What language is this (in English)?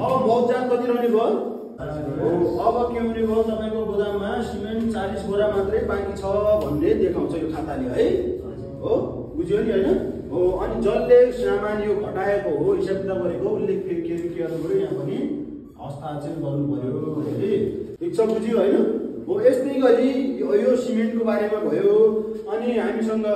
Nepali